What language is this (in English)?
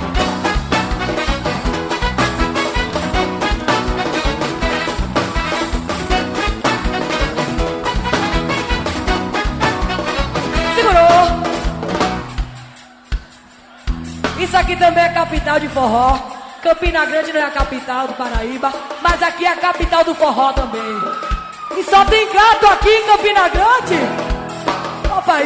Portuguese